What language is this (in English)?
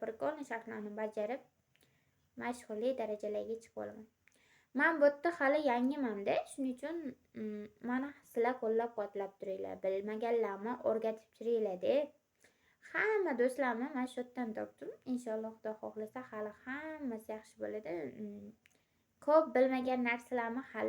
Uzbek